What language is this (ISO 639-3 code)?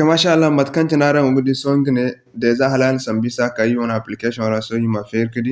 dje